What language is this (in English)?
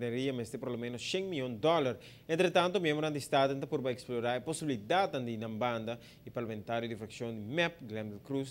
Papiamento